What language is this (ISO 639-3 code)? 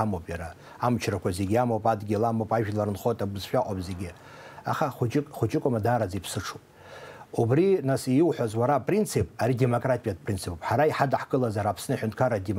abk